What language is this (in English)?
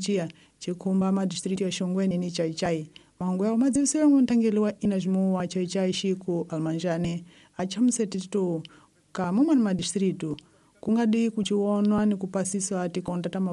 Tsonga